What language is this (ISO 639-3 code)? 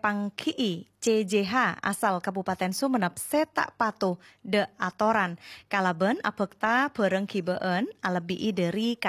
mad